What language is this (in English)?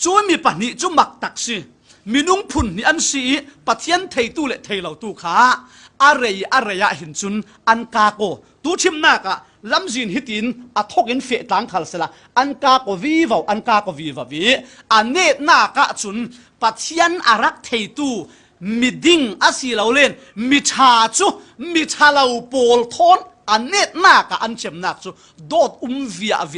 Falam Chin